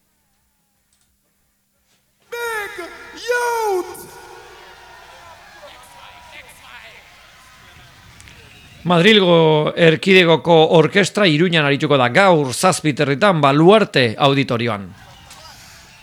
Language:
Basque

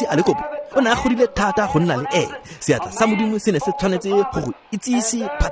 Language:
Tswana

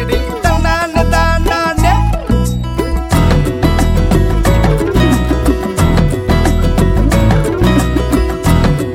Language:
Tamil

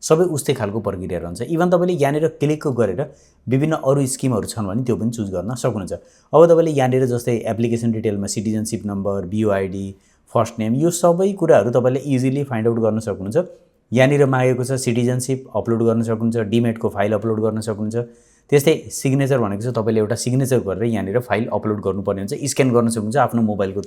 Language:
Nepali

